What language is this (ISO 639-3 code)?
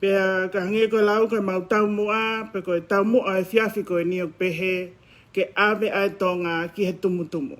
ton